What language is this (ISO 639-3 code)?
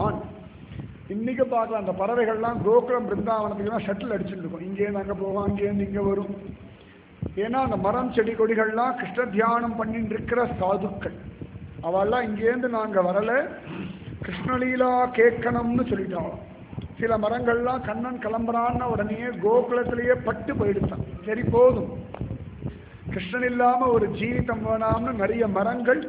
tam